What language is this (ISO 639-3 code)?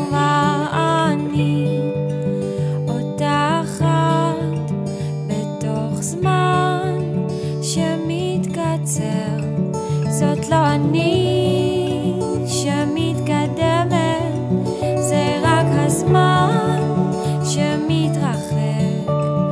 heb